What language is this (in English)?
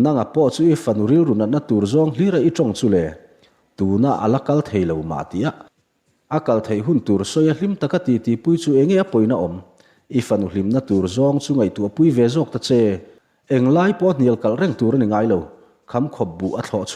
Mizo